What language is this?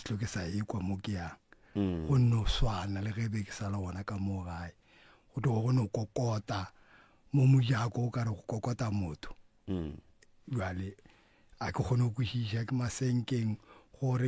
Northern Sotho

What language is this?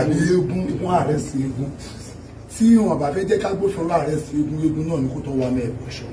Yoruba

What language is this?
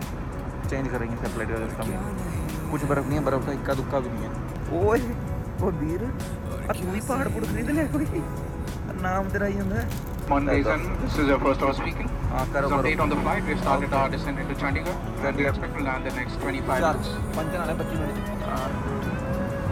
Hindi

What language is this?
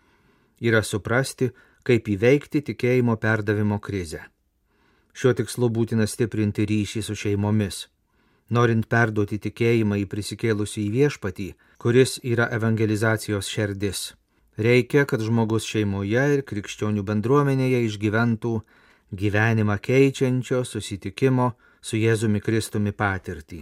Lithuanian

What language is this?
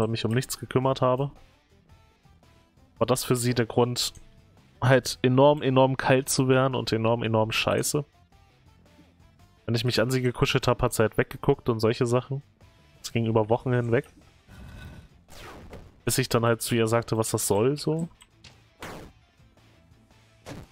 German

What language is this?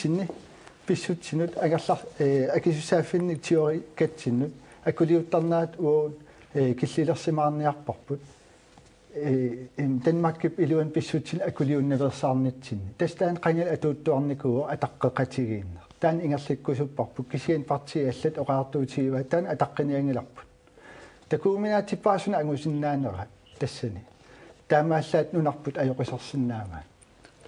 Kalaallisut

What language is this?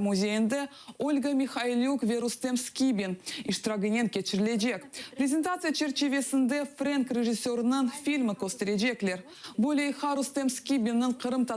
Crimean Tatar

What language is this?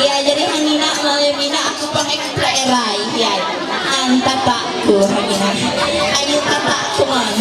Ma'anyan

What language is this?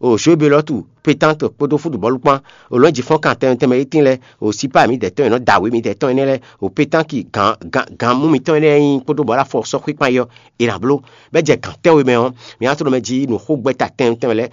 Fon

